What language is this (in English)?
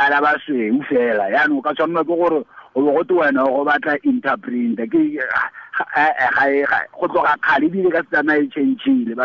Tswana